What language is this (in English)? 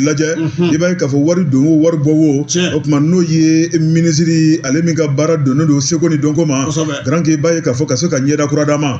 Bambara